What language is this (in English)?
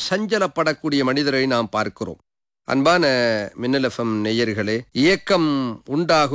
Tamil